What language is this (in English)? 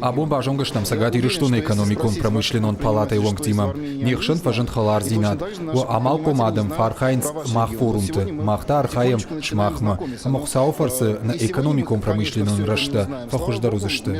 Ossetic